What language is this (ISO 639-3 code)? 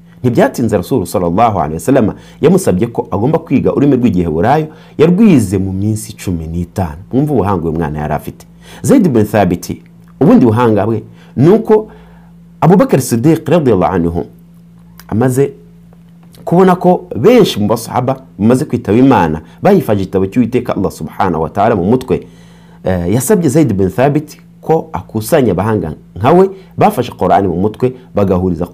kin